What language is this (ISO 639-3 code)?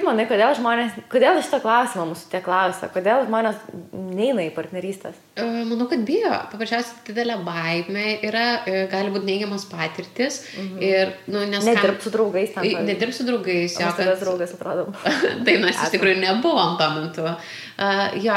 lit